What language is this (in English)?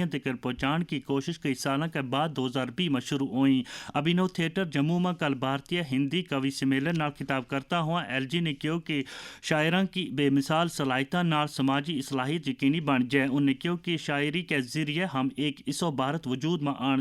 Gujari